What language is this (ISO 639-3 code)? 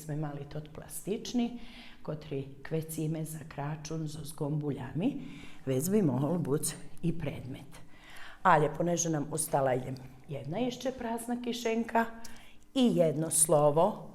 rue